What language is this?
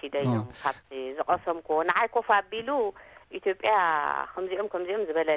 Tigrinya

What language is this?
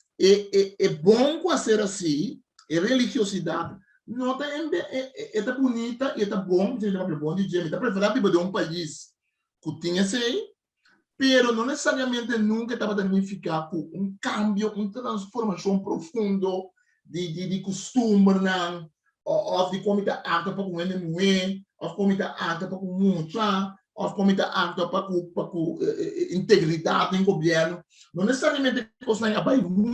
Papiamento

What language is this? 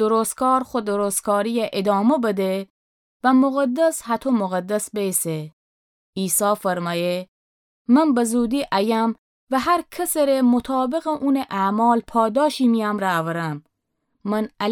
Gilaki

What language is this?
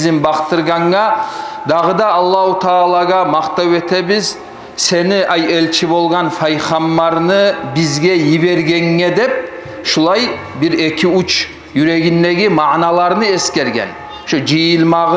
Kumyk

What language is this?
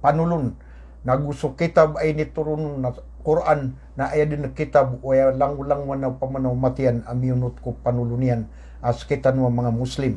Maranao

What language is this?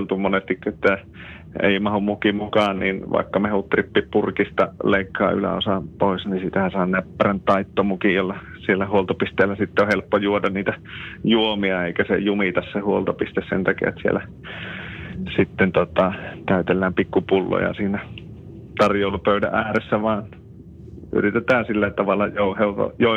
Finnish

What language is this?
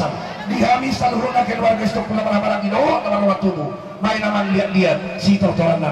Batak Toba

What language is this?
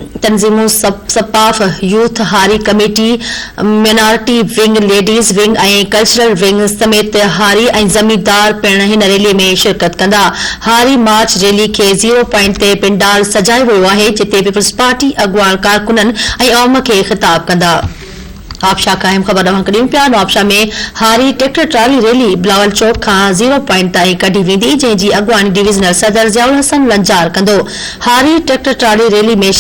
Sindhi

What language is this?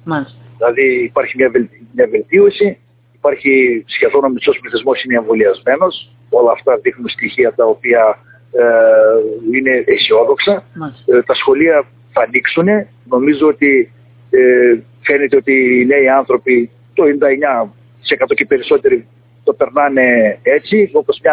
Greek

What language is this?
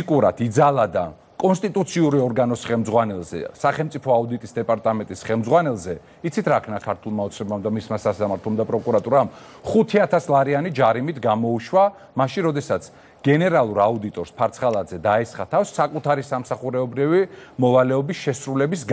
Georgian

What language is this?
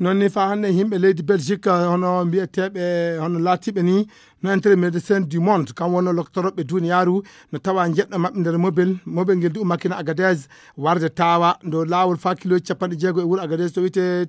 Fula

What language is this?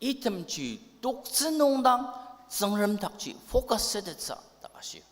Ao Naga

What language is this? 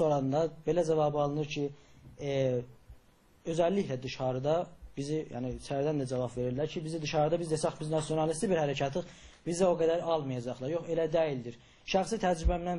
South Azerbaijani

